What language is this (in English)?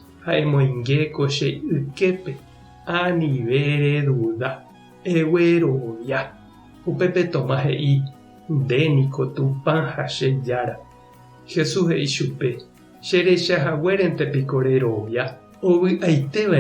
Guarani